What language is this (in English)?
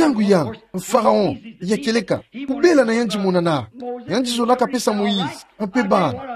Kituba (Democratic Republic of Congo)